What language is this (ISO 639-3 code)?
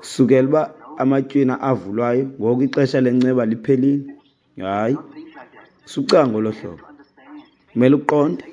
xho